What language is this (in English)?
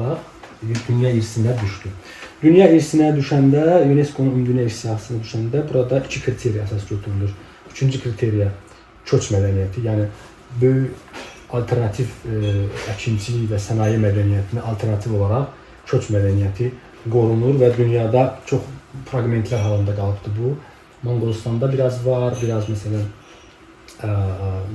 Azerbaijani